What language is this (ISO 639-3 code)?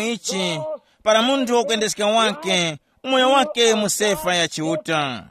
tum